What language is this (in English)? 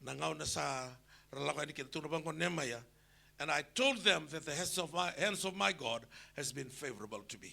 Fijian